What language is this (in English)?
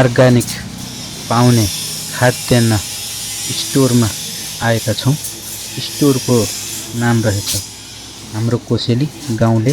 Nepali